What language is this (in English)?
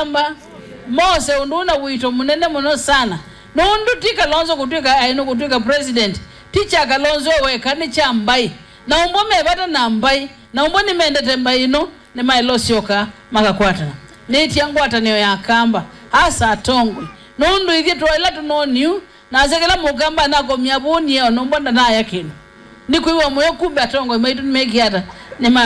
Kamba